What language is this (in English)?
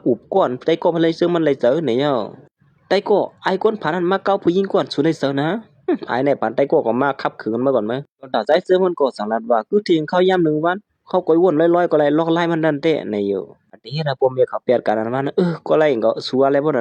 Shan